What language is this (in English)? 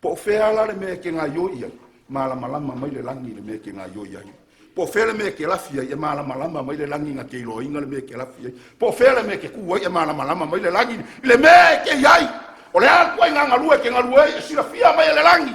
Samoan